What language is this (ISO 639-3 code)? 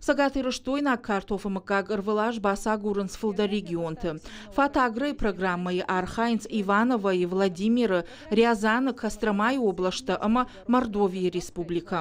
oss